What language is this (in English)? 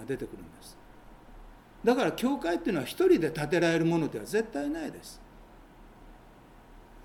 Japanese